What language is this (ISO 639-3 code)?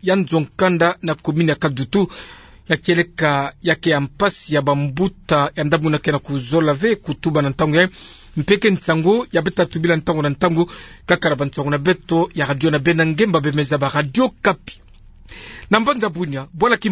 ktu